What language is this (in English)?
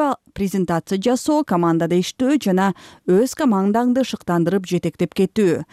Kyrgyz